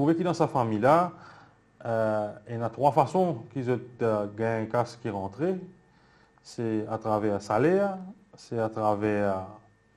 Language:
Morisyen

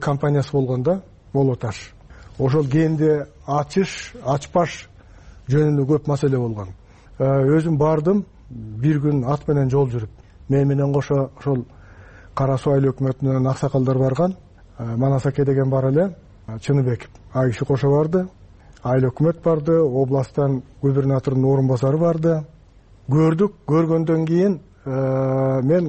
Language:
Kyrgyz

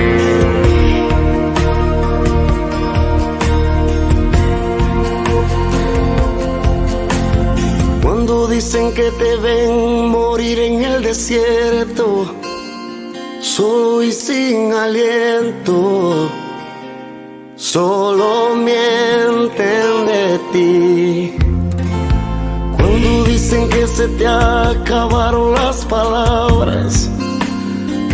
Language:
Spanish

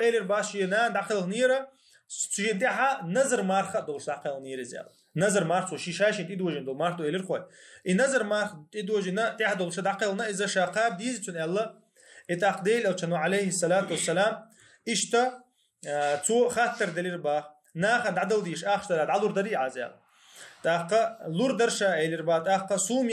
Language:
Chechen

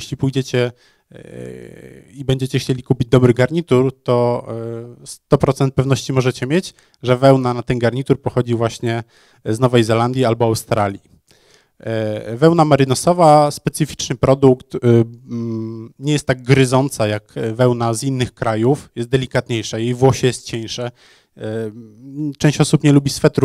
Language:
Polish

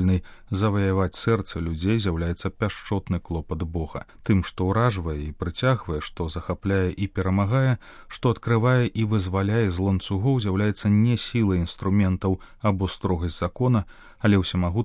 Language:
Belarusian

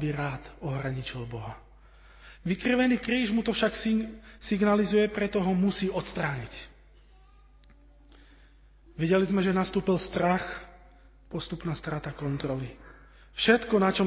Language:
Slovak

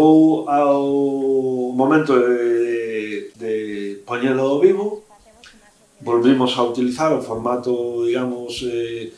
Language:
Galician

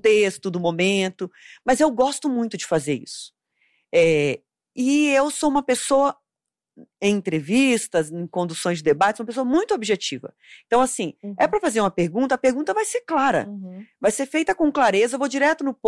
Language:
Portuguese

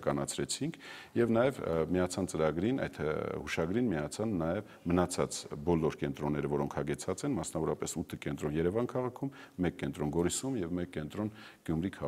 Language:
Armenian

